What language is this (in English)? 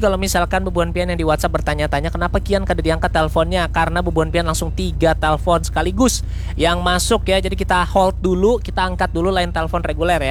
Banjar